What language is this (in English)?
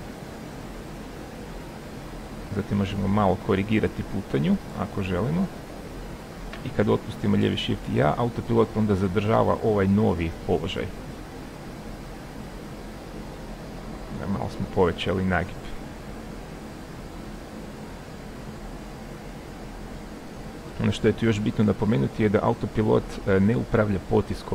Croatian